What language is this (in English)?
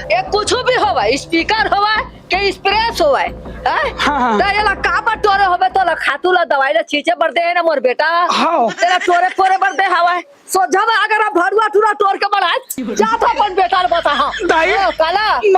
Chhattisgarhi